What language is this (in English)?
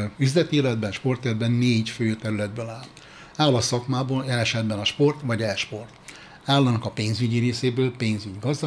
Hungarian